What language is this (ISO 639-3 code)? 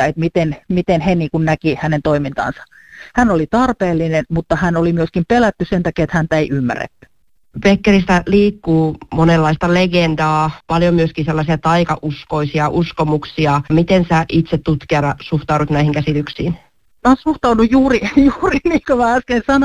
fin